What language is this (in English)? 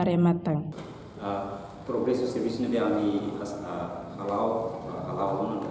Tetum